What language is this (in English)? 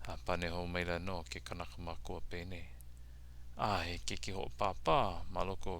Hawaiian